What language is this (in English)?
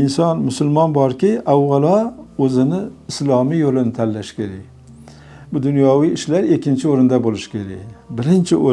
Uzbek